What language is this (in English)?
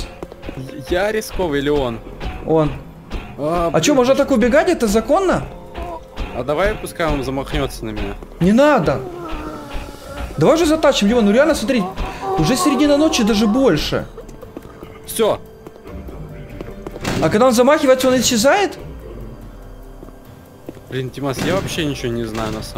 Russian